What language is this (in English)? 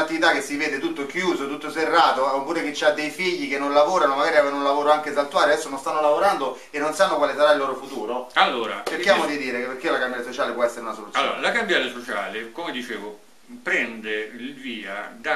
Italian